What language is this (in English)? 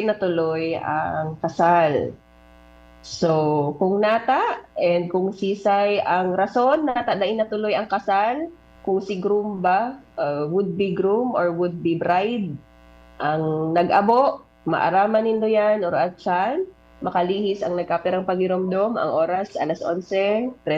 Bikol